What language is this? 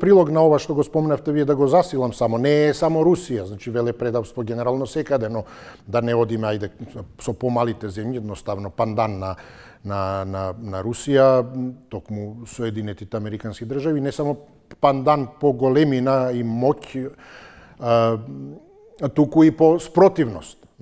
Macedonian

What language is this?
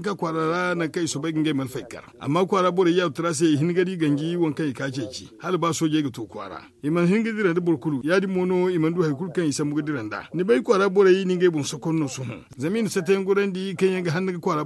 Zarma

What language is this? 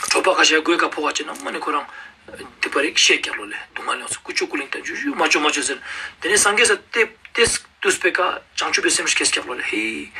Ladakhi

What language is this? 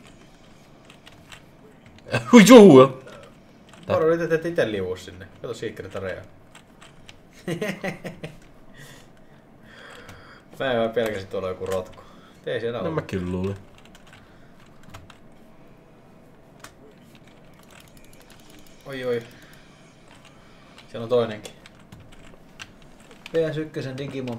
Finnish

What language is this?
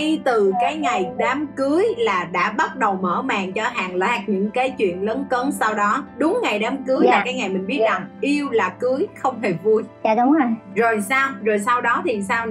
Vietnamese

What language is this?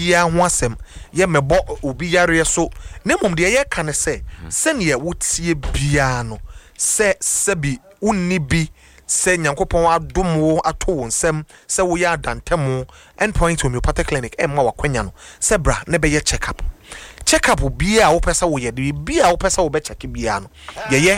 Akan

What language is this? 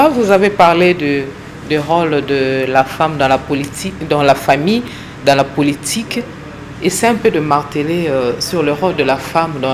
French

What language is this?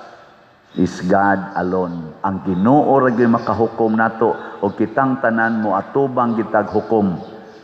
Cebuano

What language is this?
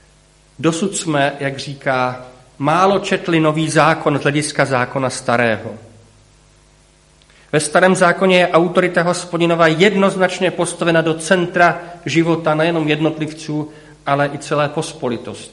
Czech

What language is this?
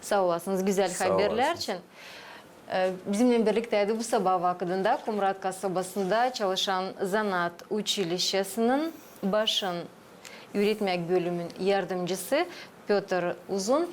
Gagauz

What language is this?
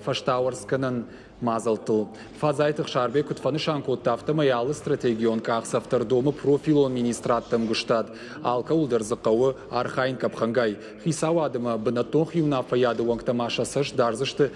Ossetic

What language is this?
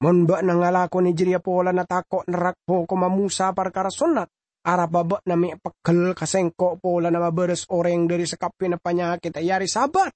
Madurese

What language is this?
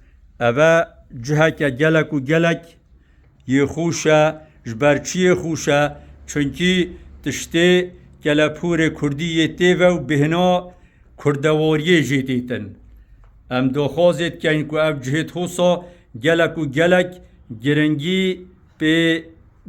Kurdish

